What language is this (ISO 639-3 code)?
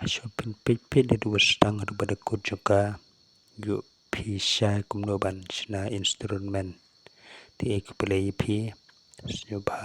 kha